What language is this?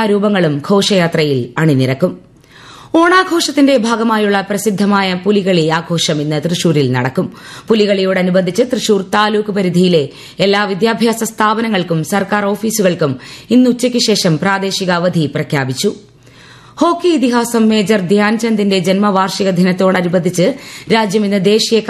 Malayalam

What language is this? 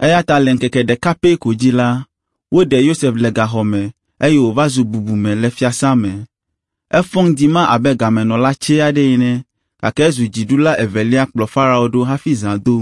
Ewe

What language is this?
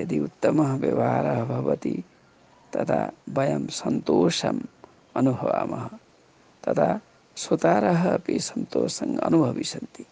Sanskrit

